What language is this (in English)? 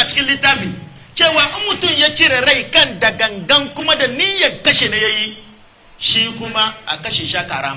Hausa